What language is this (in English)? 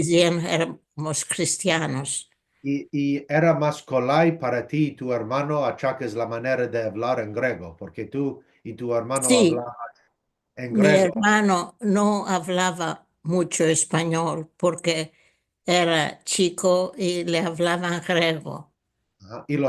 Ladino